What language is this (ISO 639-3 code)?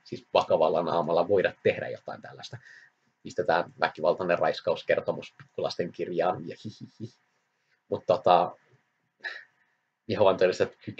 fin